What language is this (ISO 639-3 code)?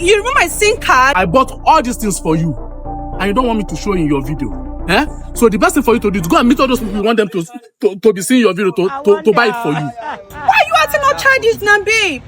pcm